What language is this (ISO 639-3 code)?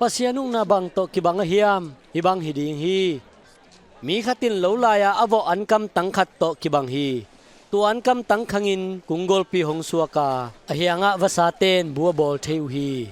ctd